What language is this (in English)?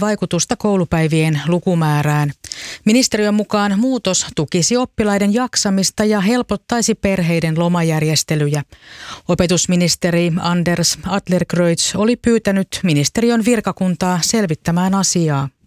Finnish